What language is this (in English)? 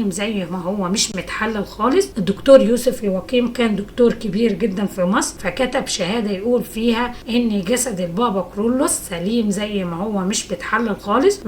Egyptian Arabic